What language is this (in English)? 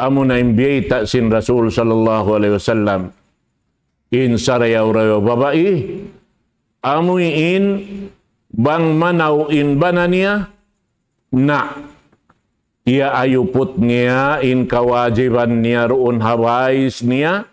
Tausug